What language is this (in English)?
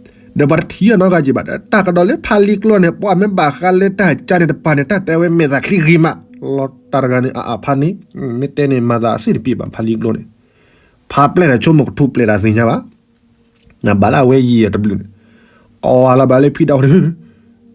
S'gaw Karen